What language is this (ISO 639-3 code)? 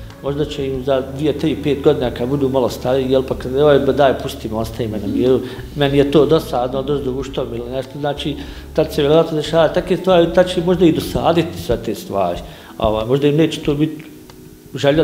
bos